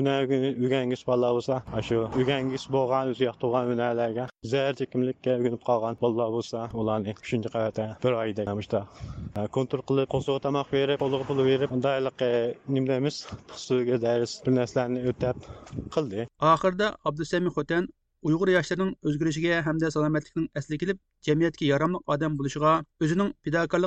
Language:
Uyghur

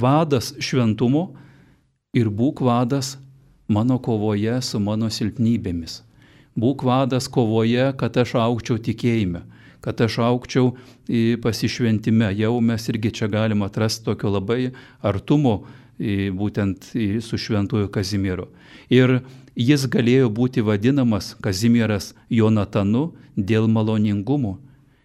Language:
Lithuanian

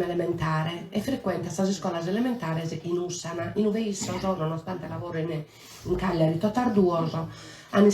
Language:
Sardinian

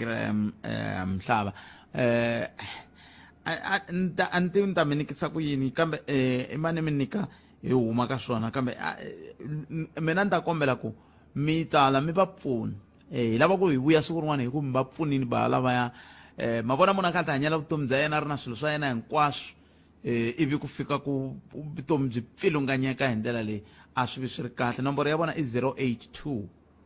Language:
Tsonga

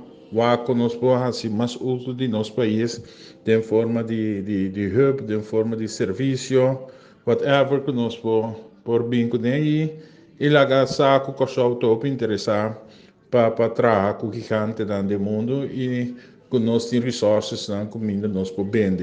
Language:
Papiamento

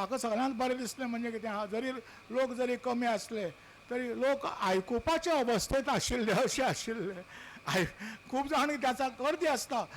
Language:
Konkani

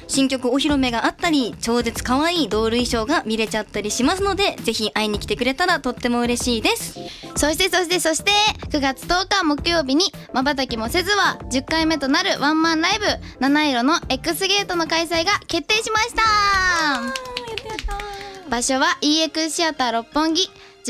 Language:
Japanese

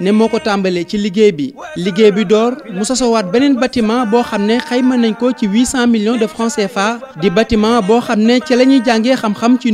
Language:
Wolof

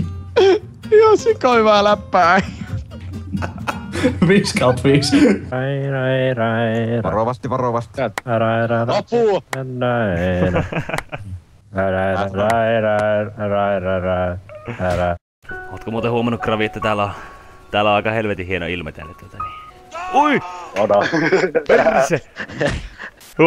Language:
Finnish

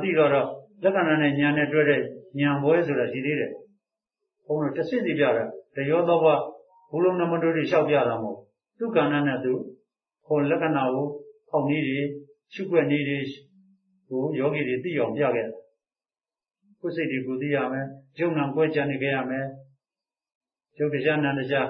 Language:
Burmese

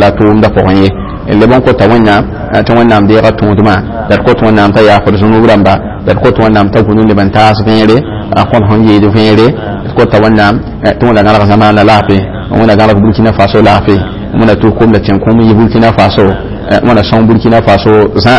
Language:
Mossi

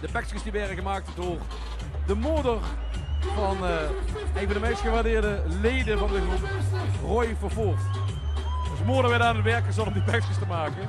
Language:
Limburgish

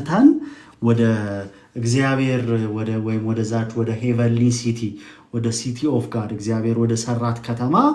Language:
Amharic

